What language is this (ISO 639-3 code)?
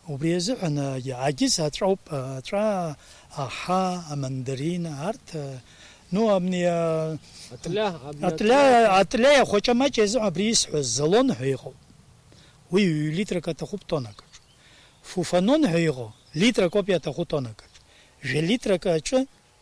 abk